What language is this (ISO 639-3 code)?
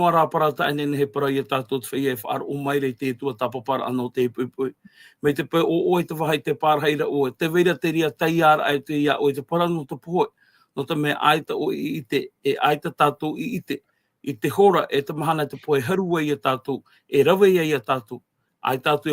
tah